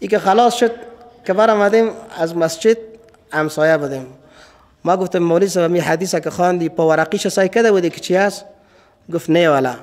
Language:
Persian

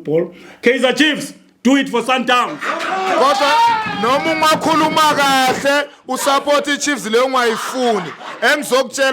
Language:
Zulu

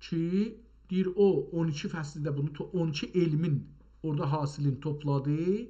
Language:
South Azerbaijani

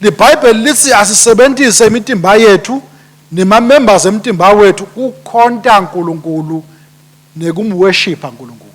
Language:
Swati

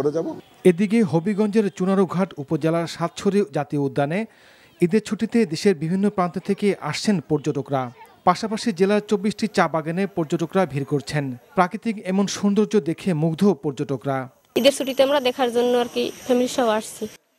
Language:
Bangla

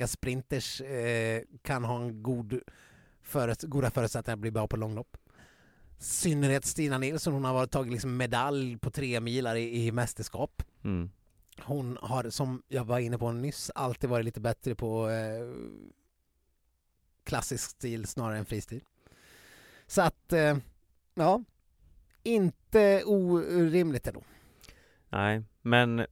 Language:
Swedish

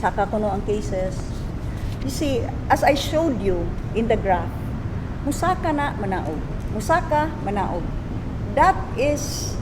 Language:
Cebuano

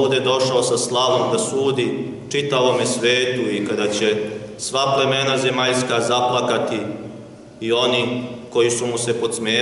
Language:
Serbian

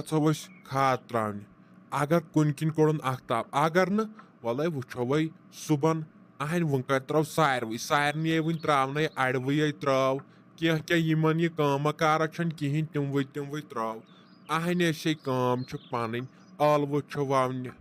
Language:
Kashmiri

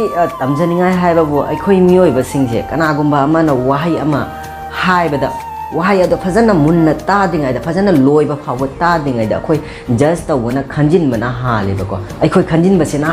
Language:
Manipuri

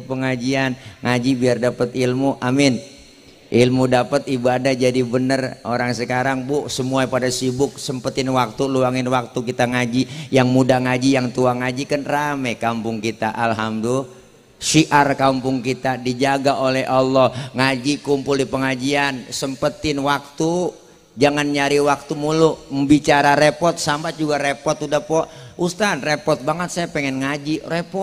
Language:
Betawi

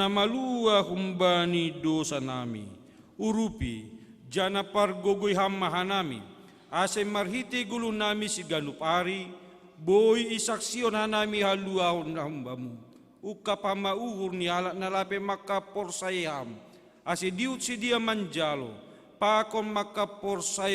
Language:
Batak Simalungun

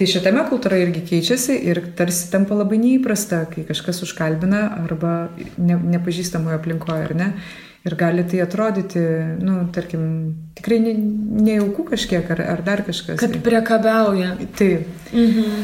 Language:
Lithuanian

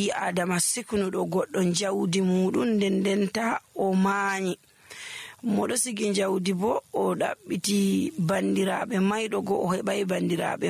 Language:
Nigerian Fulfulde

